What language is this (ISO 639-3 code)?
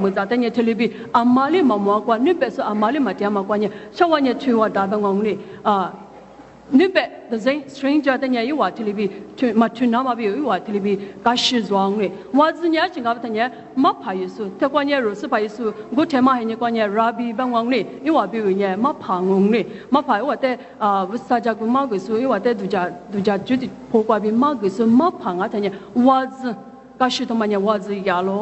lis